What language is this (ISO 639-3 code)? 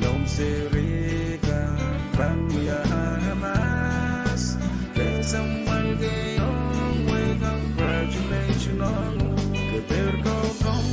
pon